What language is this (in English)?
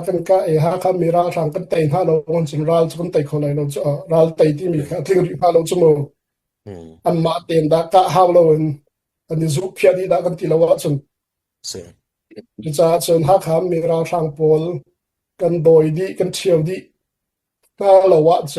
Hakha Chin